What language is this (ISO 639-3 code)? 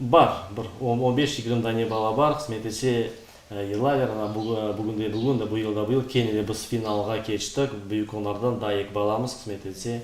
crh